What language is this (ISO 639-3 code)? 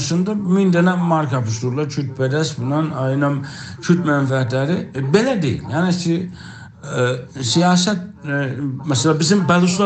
azb